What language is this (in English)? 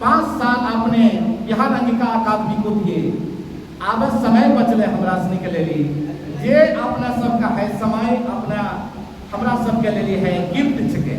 Angika